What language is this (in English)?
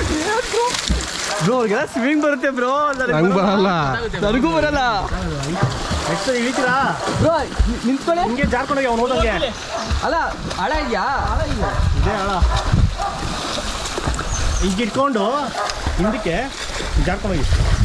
Kannada